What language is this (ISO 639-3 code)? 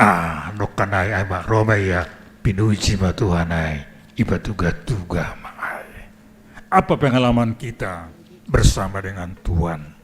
bts